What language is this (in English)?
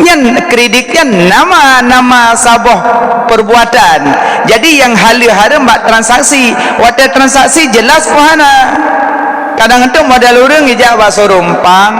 Achinese